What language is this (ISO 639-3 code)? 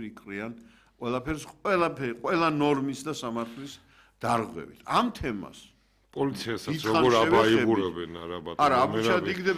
kat